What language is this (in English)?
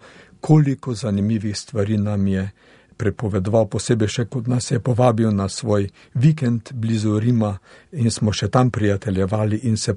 Slovenian